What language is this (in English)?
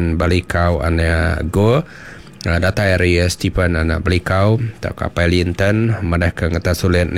Iban